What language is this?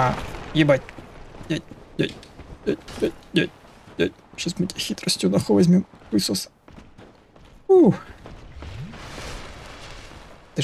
Russian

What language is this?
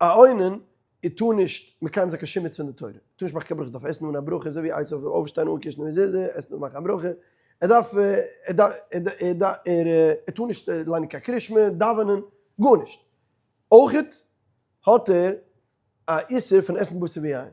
Yiddish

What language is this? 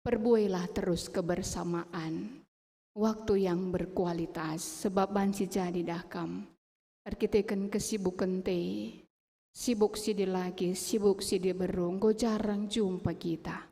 Batak Karo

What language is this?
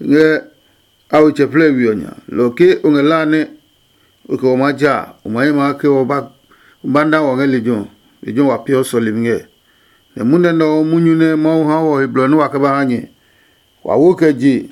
Adangme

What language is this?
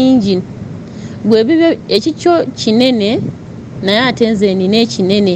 Ganda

